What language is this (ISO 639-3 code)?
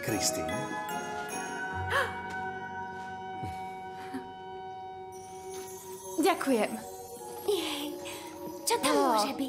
slk